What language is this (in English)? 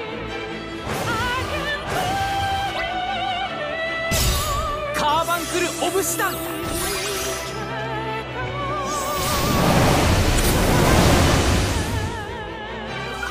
Japanese